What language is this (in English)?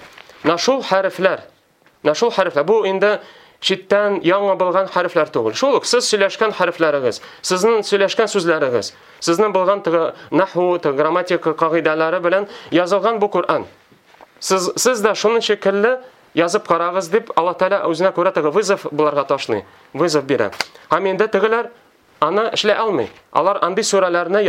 Tatar